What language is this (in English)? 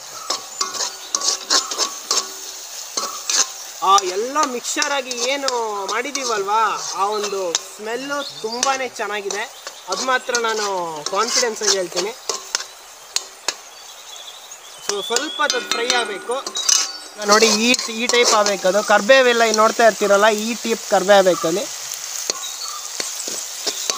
Kannada